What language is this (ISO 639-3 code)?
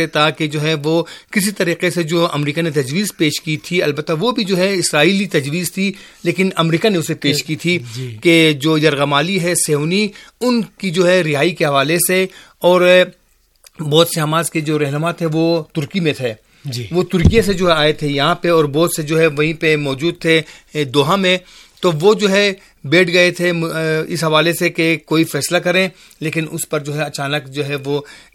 urd